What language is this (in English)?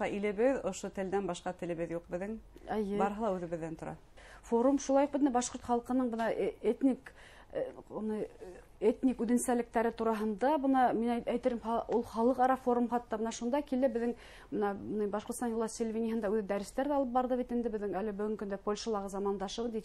Bashkir